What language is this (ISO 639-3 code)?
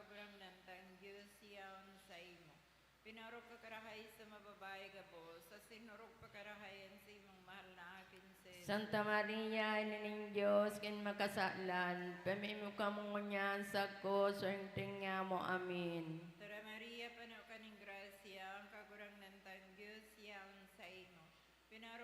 bik